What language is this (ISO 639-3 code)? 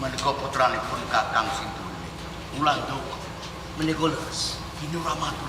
jav